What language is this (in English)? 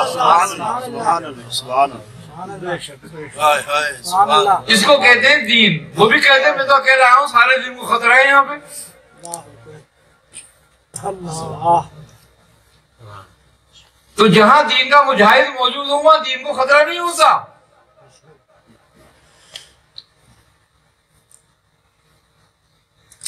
Urdu